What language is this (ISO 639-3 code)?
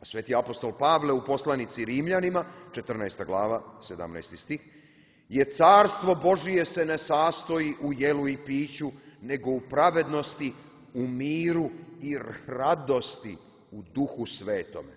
srp